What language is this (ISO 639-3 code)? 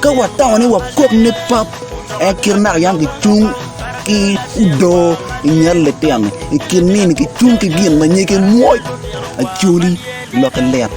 ach